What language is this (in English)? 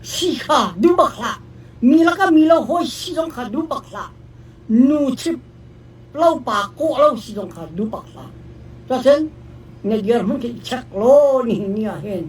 Hakha Chin